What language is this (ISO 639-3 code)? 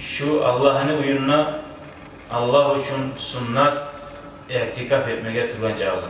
kum